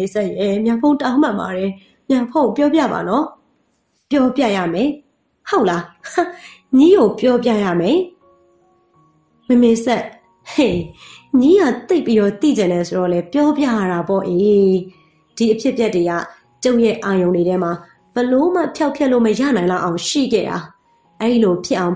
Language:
Burmese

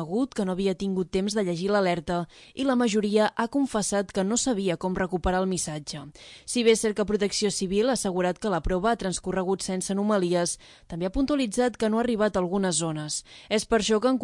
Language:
Catalan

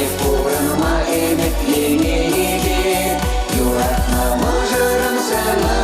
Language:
Chuvash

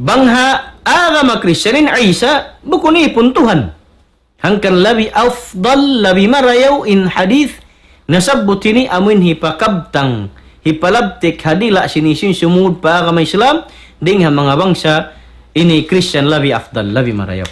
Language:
Tausug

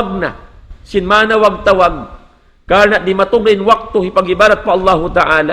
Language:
Tausug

